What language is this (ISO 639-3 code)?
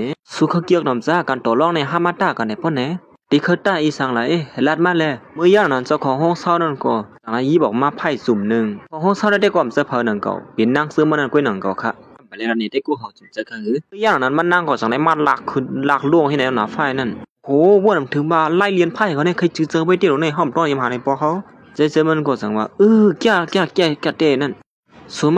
shn